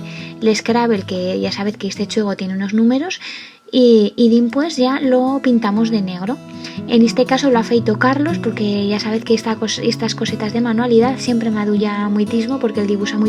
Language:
Aragonese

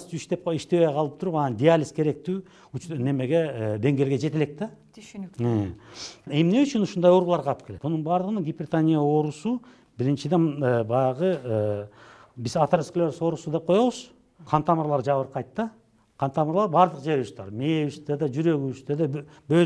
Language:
Kyrgyz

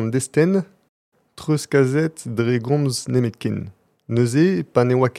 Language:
Breton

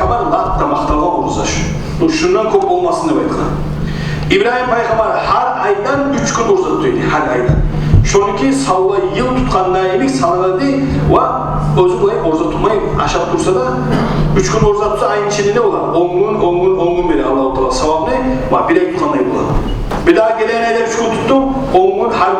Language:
Kumyk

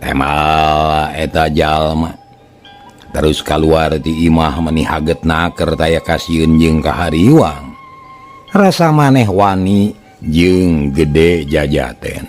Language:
Sundanese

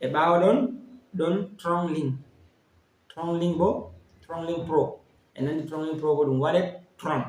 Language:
Fula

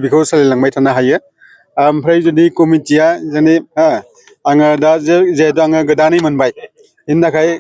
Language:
Bodo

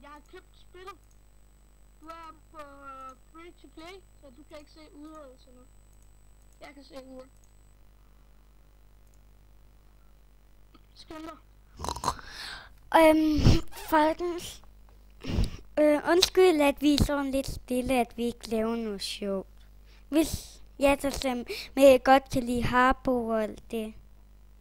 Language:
Danish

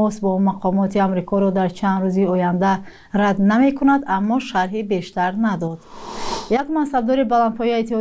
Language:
Persian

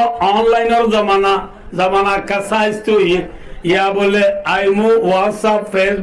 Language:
Rohingya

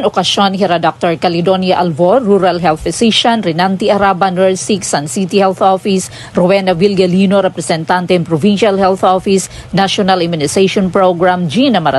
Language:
Waray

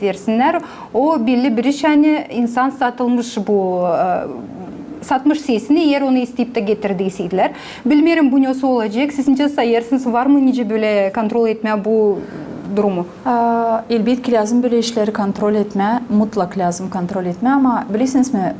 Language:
Gagauz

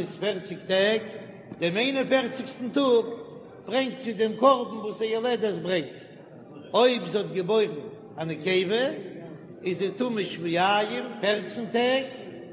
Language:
Yiddish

